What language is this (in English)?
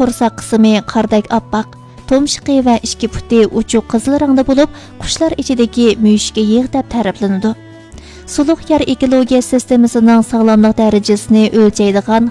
Uyghur